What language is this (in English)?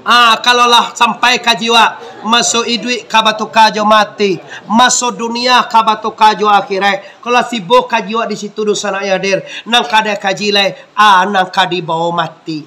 Minangkabau